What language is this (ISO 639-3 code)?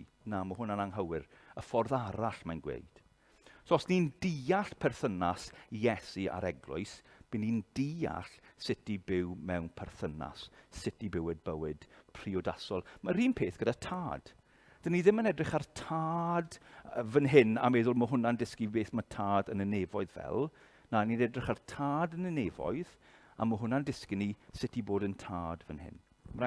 cym